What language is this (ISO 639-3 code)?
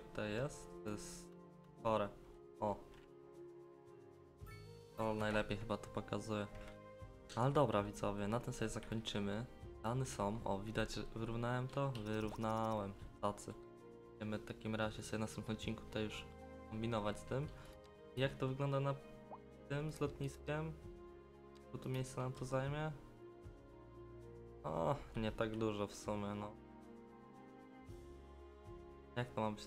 pol